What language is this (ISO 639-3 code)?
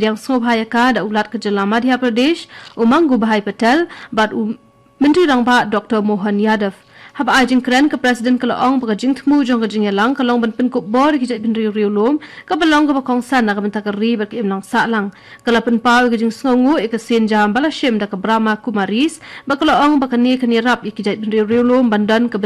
kha